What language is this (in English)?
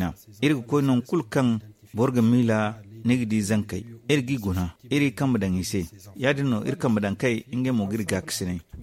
Zarma